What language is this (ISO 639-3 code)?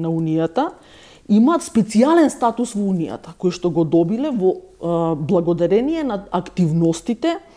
mkd